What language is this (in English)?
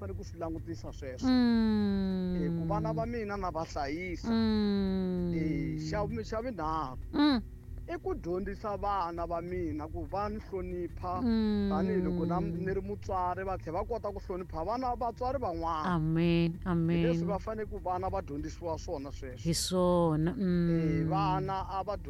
Tsonga